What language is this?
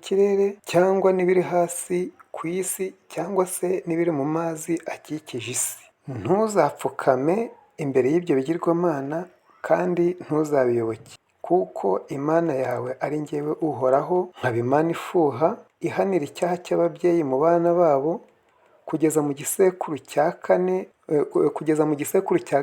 Kinyarwanda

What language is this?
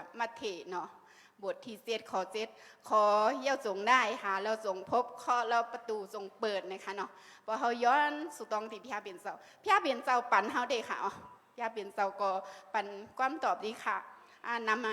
Shan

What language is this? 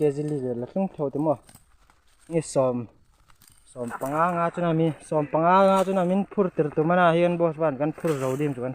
Hmar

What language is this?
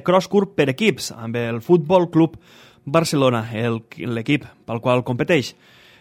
Catalan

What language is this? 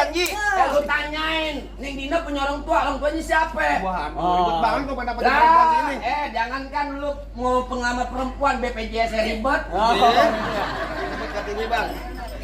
Betawi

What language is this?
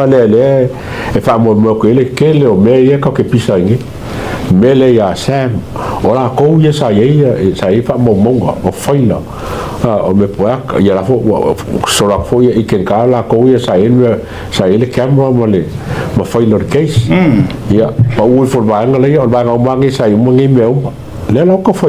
Samoan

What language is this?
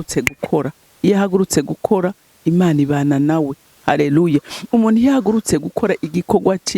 Rundi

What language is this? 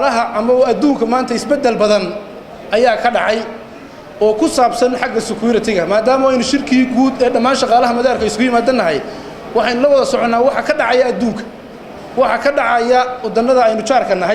Somali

